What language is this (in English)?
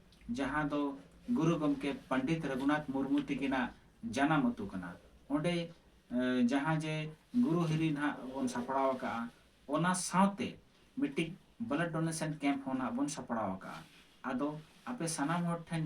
Santali